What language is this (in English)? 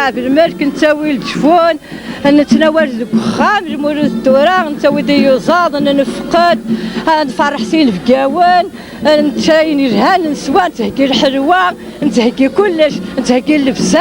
Kabyle